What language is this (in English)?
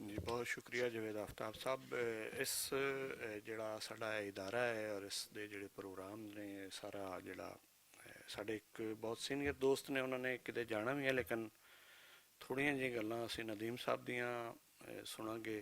Western Panjabi